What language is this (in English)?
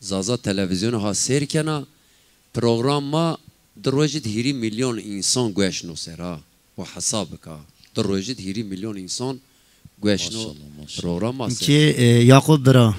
Zaza